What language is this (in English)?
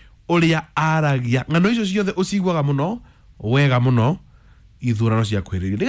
Kikuyu